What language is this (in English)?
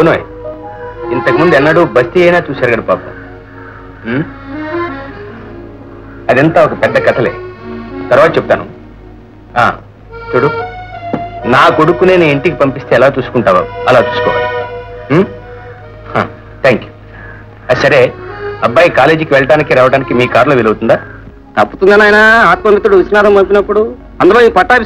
Telugu